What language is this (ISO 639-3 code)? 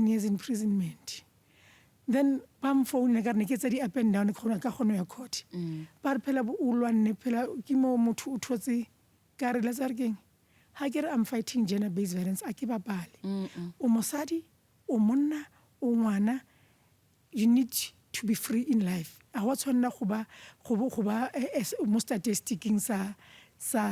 nso